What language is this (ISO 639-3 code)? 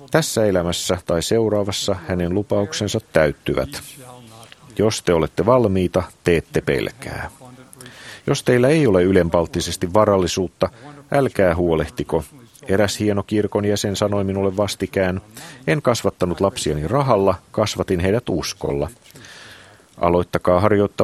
fin